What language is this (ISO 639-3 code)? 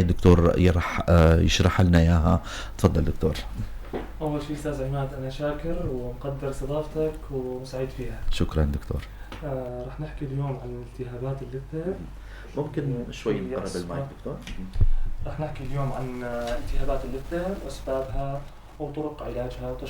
apc